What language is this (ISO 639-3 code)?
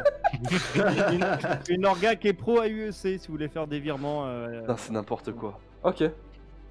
fra